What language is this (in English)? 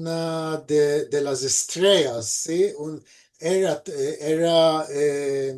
Ladino